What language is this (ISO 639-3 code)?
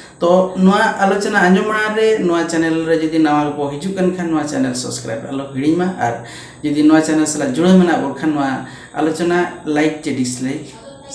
sat